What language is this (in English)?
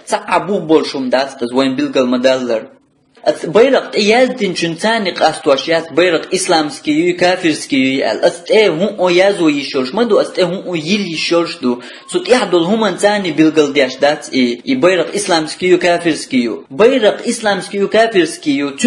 Chechen